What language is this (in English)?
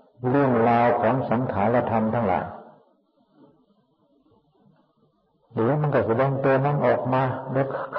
Thai